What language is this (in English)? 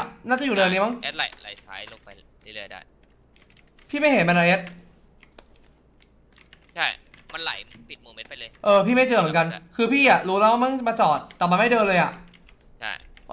Thai